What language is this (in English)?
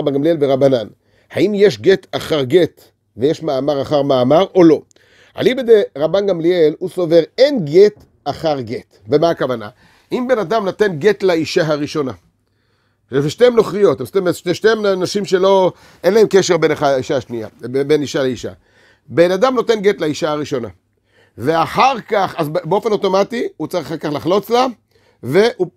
Hebrew